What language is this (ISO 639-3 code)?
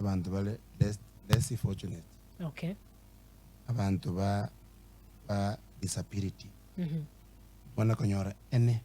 guz